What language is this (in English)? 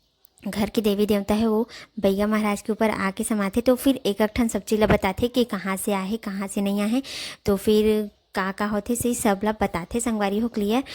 Chhattisgarhi